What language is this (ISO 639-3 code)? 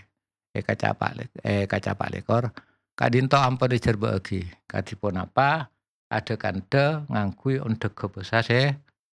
mad